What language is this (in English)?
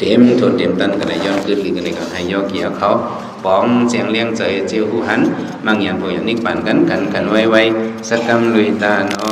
Shan